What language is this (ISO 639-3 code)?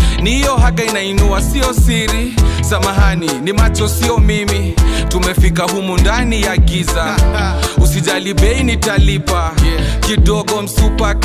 swa